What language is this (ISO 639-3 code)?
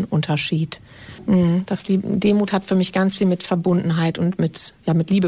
deu